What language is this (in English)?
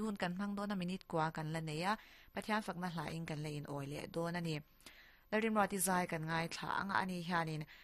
Mizo